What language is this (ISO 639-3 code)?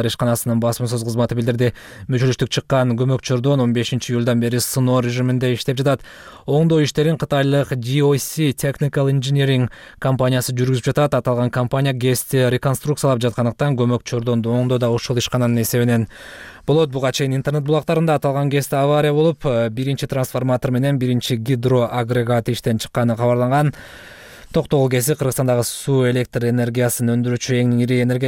kir